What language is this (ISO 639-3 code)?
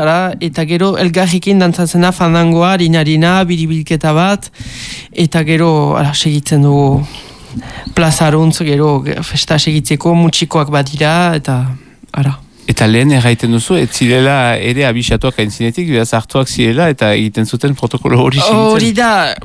eus